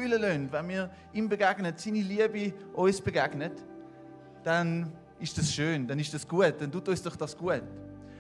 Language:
Swiss German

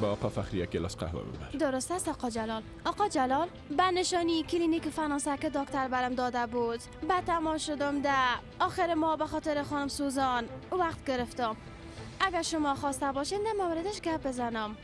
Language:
Persian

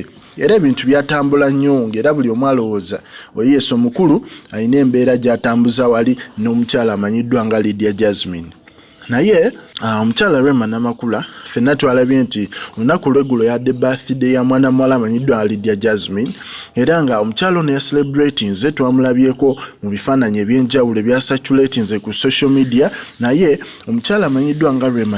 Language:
Ganda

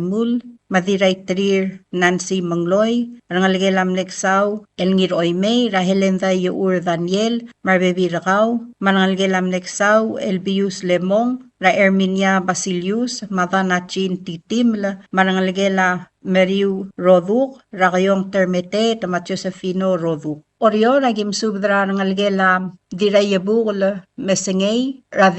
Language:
Palauan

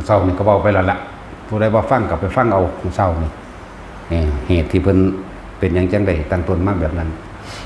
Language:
Lao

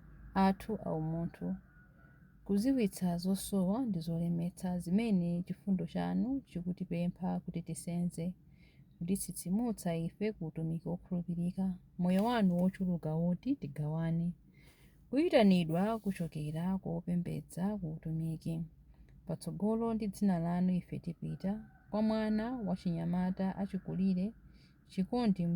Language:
Nyanja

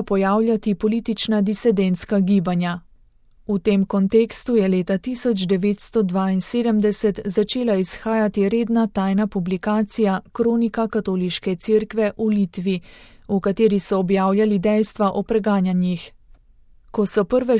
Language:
Slovenian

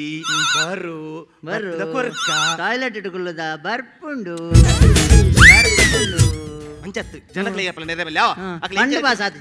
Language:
Tulu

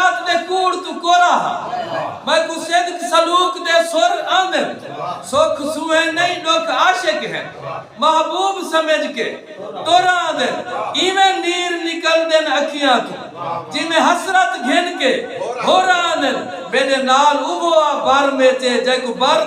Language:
Saraiki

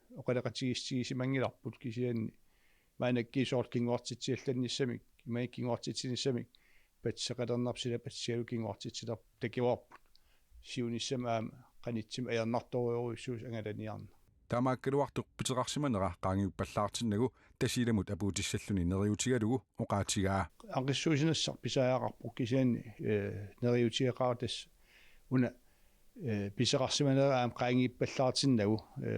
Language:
Kalaallisut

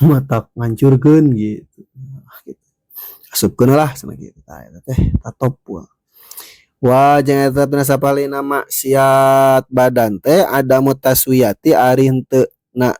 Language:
Sundanese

